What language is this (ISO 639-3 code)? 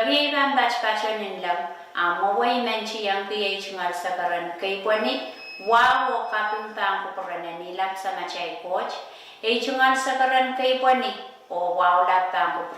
pon